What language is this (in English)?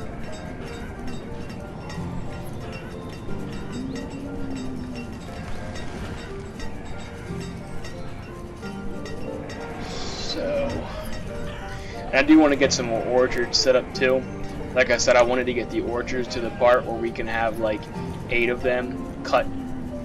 English